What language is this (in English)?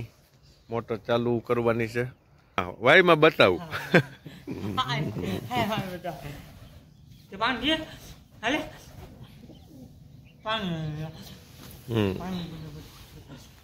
Gujarati